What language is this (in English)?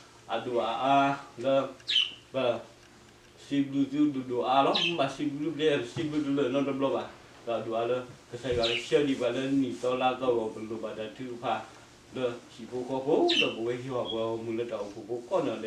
S'gaw Karen